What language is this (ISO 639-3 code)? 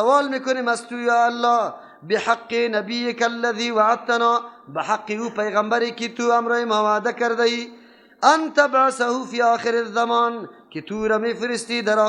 fas